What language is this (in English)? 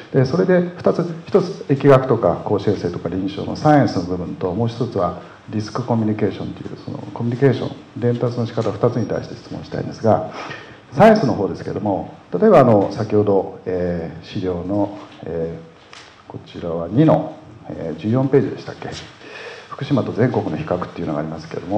Japanese